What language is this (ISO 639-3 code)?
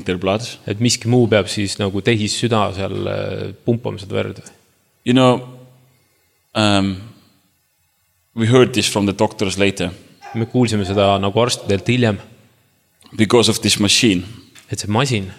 est